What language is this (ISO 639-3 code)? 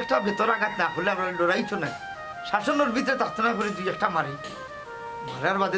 syl